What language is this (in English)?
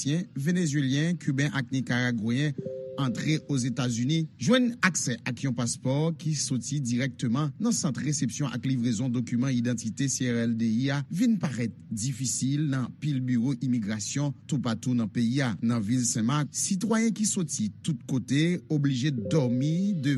Haitian Creole